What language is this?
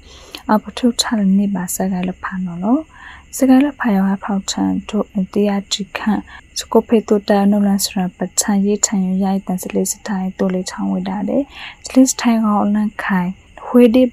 Burmese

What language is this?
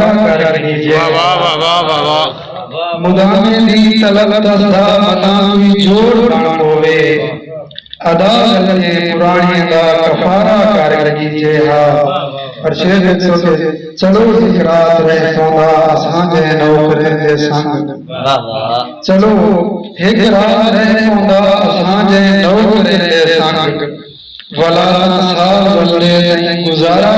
Saraiki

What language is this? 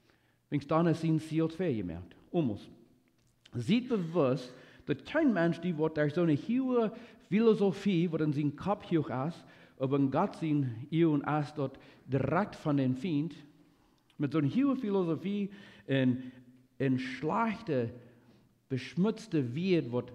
Plautdietsch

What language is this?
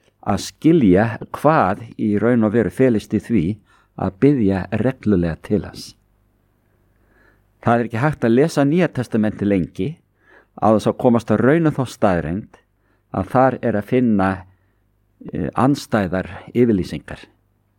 Icelandic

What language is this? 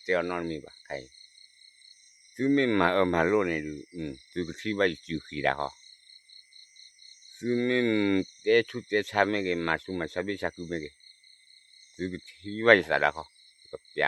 S'gaw Karen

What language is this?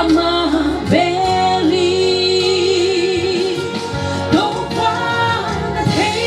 Paite Chin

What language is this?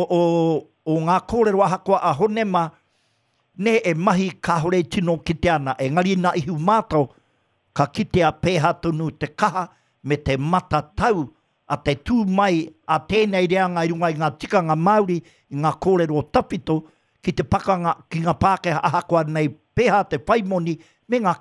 Māori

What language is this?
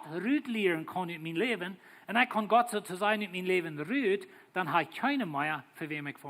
Plautdietsch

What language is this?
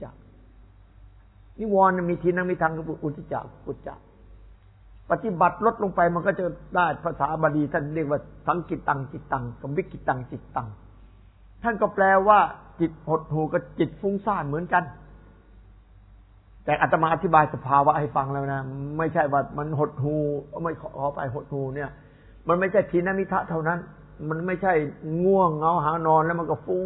Thai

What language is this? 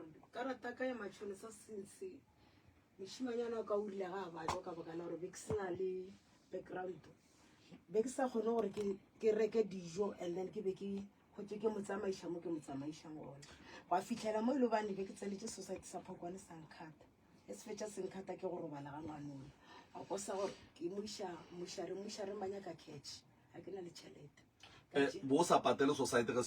Northern Sotho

